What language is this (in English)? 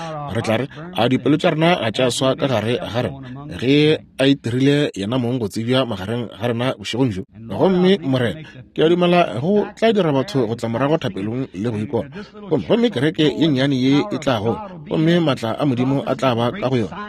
Northern Sotho